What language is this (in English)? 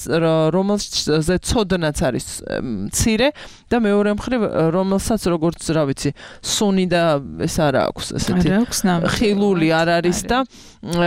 Georgian